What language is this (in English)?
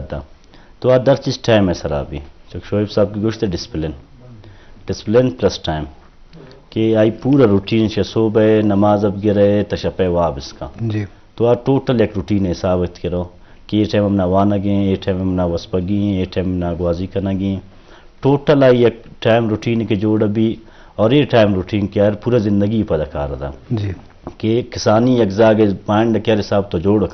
Eastern Balochi